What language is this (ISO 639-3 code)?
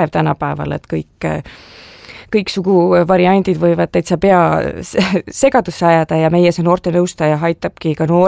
est